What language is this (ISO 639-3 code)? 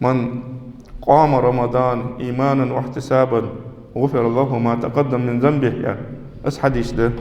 inh